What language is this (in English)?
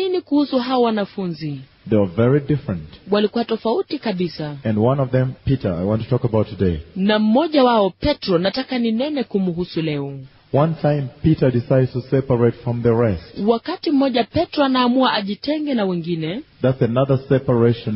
Swahili